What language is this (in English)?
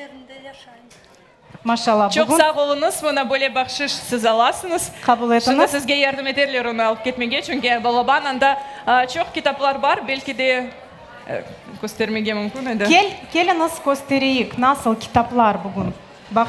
Crimean Tatar